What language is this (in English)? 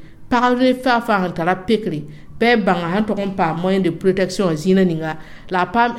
Mossi